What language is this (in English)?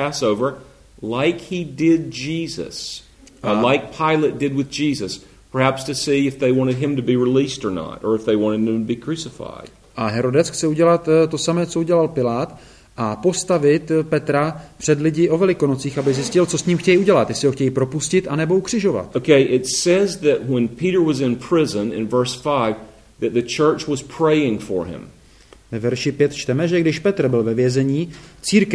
Czech